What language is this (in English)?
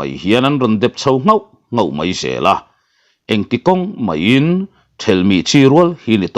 Mizo